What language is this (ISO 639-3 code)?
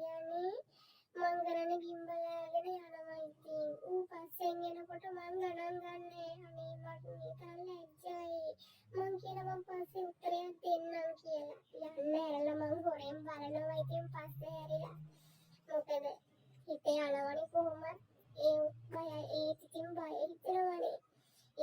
sin